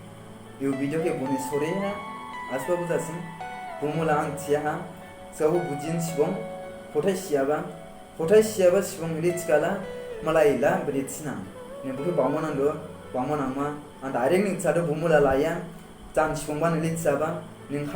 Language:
Dimasa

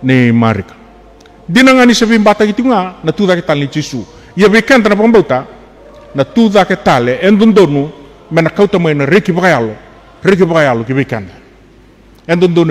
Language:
Fijian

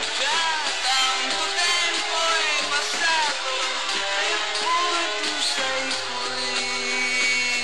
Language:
Italian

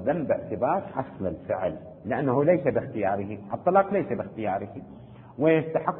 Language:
Arabic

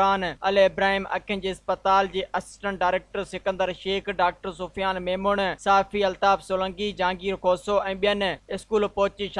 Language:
Sindhi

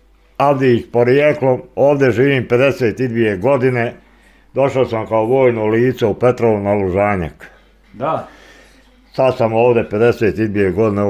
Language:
Bosnian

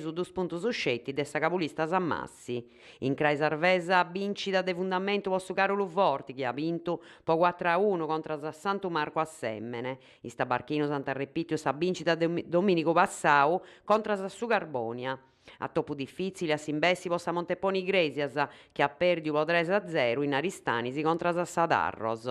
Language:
Sardinian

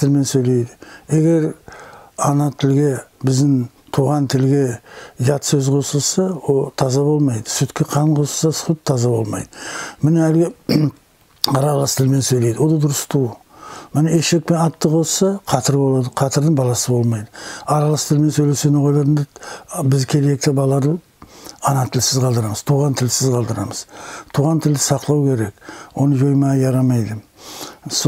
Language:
Nogai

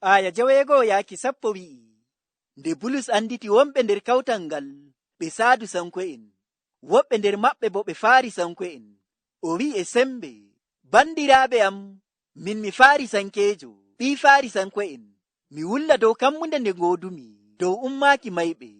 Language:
Nigerian Fulfulde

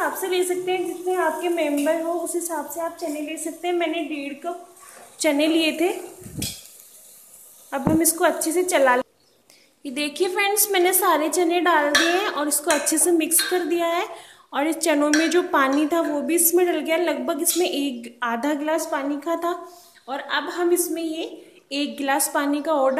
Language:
Hindi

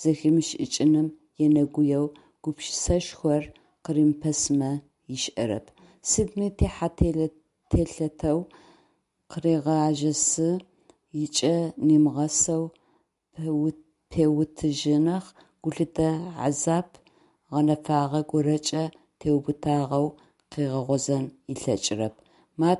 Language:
Adyghe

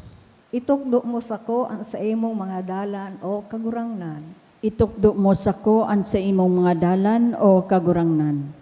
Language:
Bikol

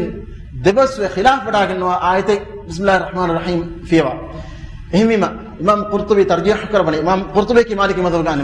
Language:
Divehi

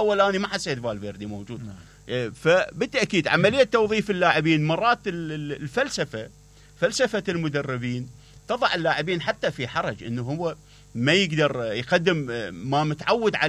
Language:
Mesopotamian Arabic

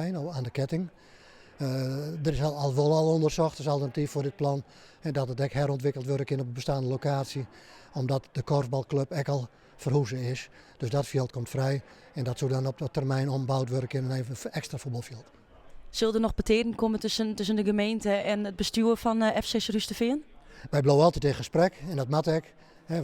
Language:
Western Frisian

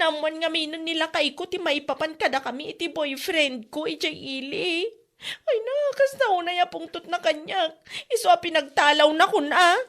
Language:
Iloko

